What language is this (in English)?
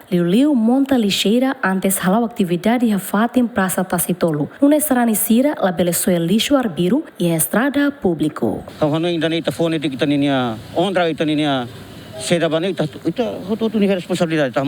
Tetum